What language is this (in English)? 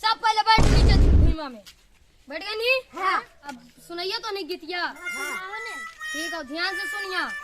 Magahi